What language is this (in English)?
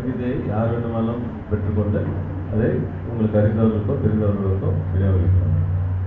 Tamil